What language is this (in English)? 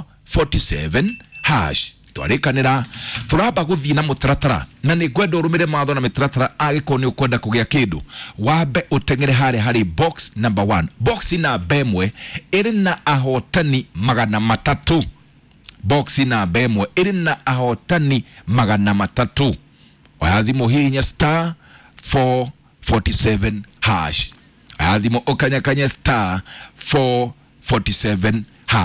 Kikuyu